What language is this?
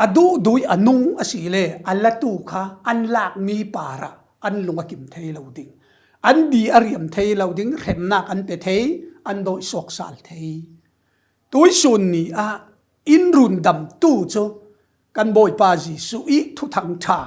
Falam Chin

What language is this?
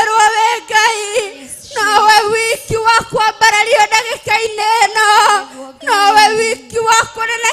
Kikuyu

